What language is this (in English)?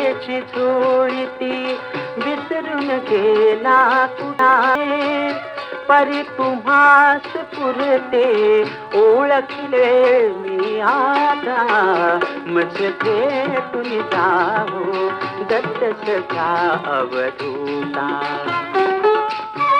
Marathi